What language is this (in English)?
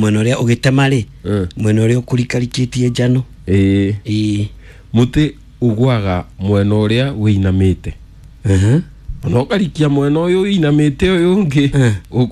Kikuyu